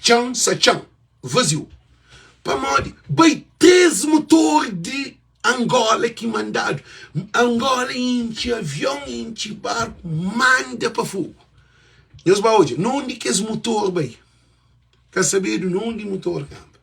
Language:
Kabuverdianu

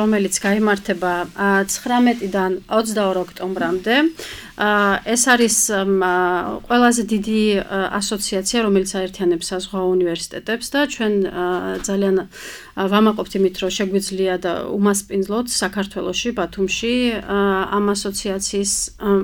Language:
Georgian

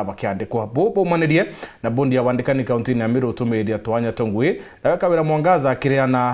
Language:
Meru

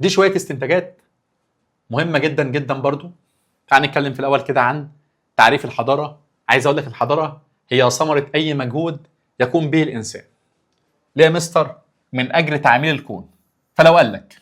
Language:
Egyptian Arabic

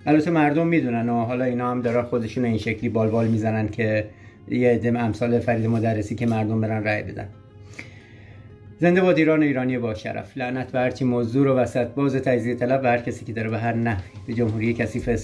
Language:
Persian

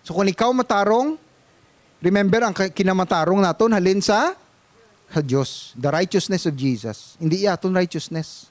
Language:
Hiligaynon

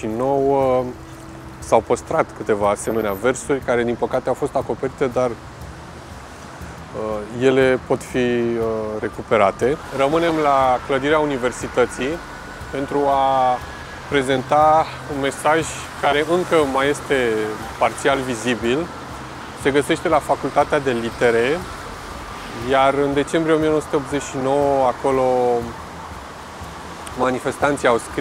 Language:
Romanian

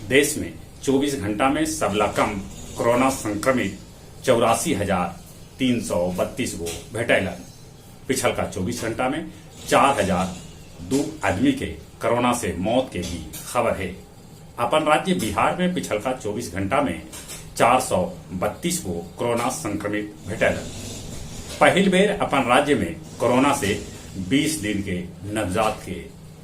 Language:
Magahi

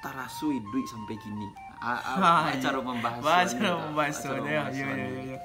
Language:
Minangkabau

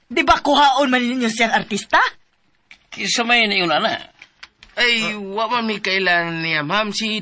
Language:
Cebuano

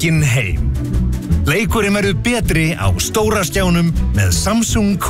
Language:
Icelandic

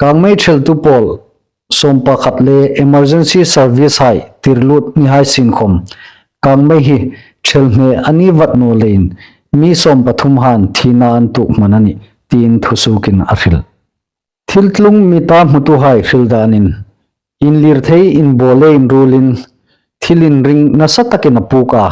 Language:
Hmar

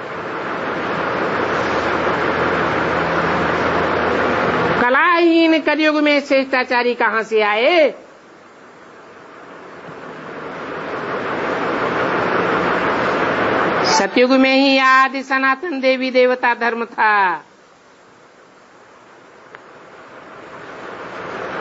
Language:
Hindi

